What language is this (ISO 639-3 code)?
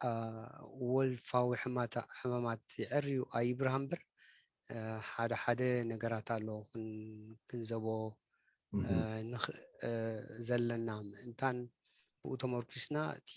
tir